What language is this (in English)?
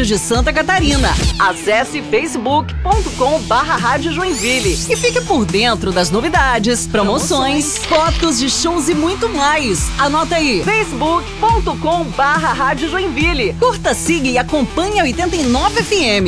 Portuguese